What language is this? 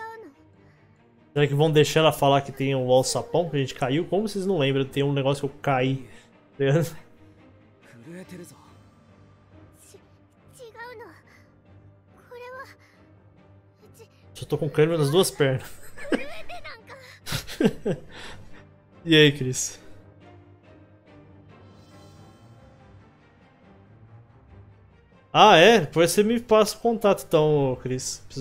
Portuguese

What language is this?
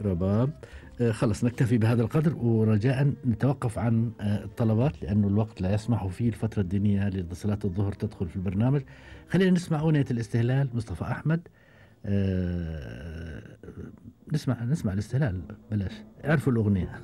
Gulf Arabic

